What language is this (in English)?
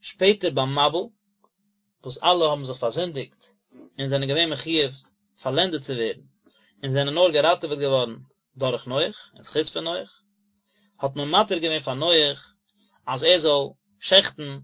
Yiddish